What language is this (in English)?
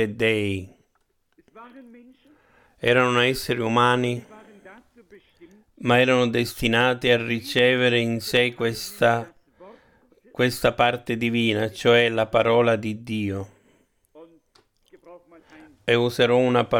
Italian